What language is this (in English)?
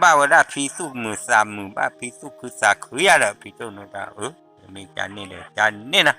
S'gaw Karen